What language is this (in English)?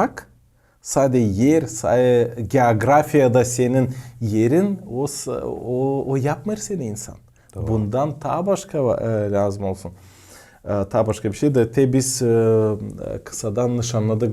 Gagauz